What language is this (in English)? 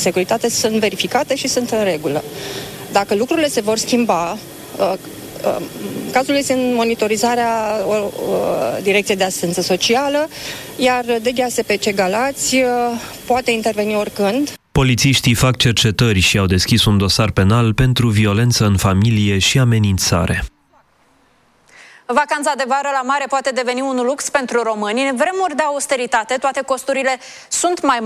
Romanian